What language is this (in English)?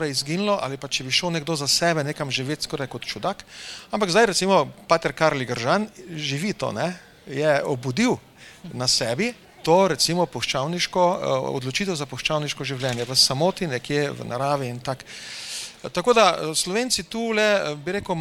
Slovenian